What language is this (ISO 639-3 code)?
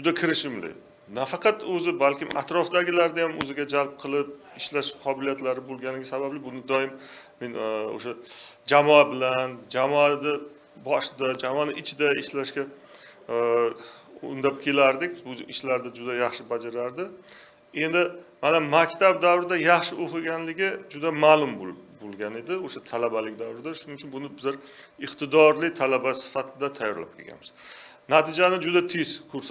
uzb